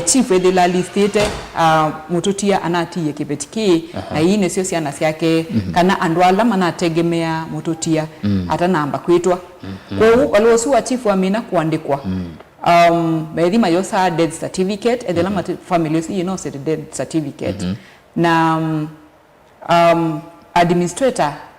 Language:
Kamba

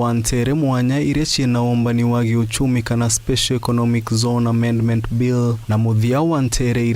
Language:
Meru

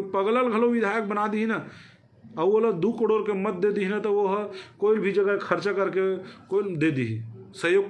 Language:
Chhattisgarhi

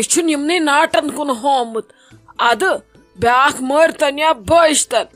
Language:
Kashmiri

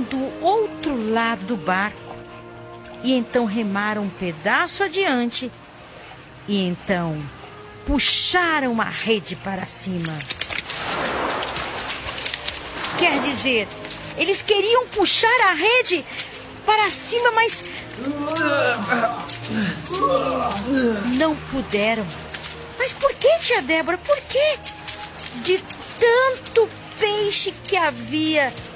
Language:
Portuguese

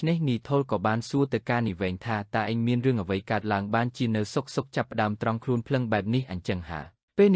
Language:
Khmer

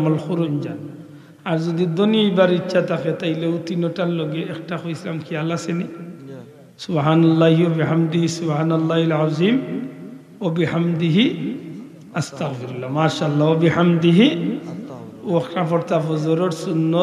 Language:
Sylheti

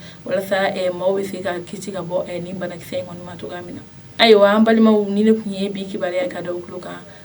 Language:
Bambara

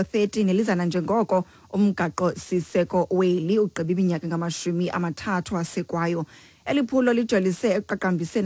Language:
Xhosa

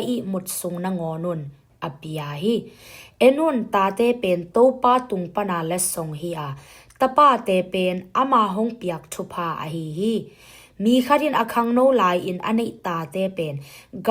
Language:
Tedim Chin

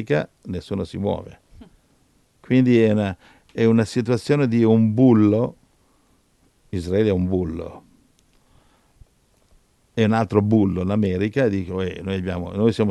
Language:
Italian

